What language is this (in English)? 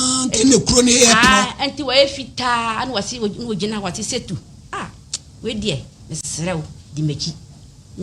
Akan